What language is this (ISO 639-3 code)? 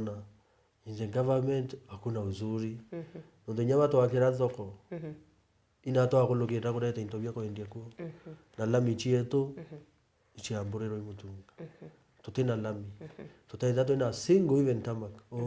mer